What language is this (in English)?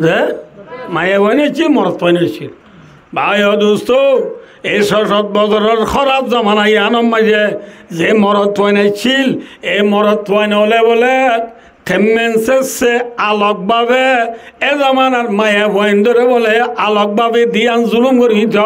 Rohingya